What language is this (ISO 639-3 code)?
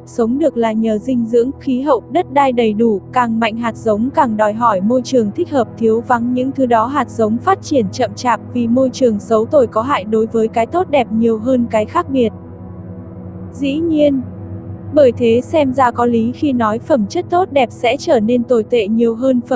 vie